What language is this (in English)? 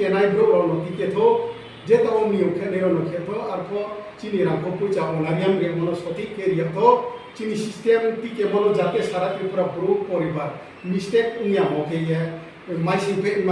Riang (India)